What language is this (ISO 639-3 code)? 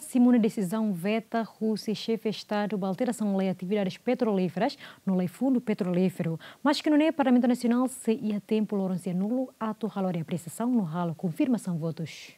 tet